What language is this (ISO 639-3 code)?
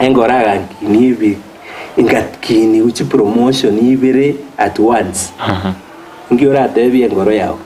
guz